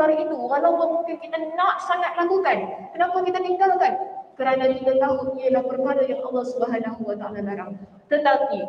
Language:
Malay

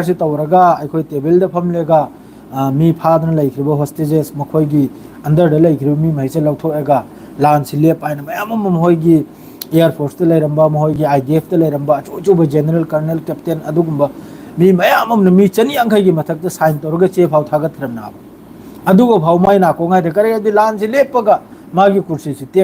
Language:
Manipuri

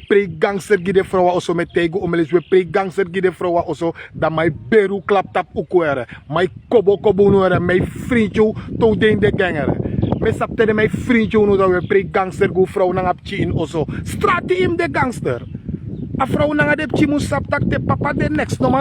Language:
Sranan Tongo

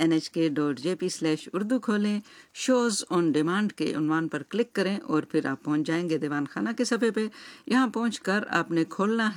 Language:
Urdu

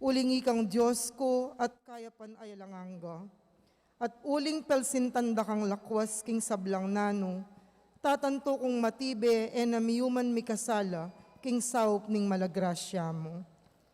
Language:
Pampanga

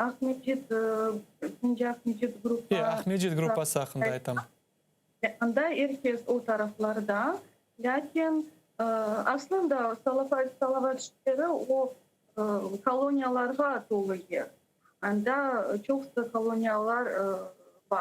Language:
Crimean Tatar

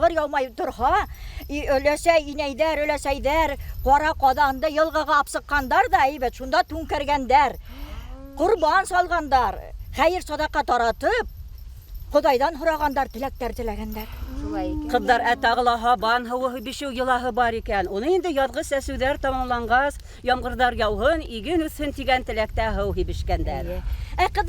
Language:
Bashkir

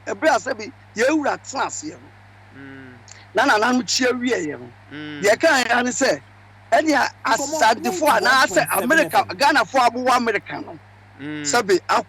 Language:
Akan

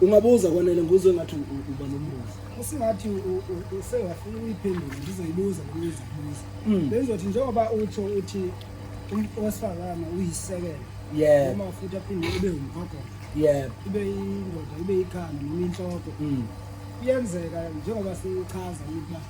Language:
Zulu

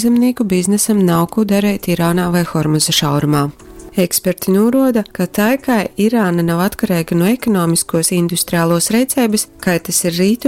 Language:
Latgalian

